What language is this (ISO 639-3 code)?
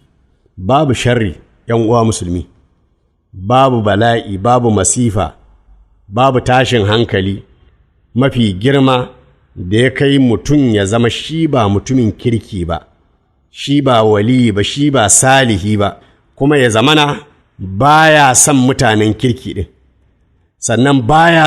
hau